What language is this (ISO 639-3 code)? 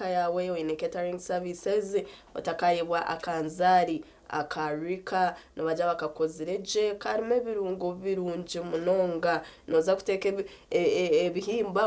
nyn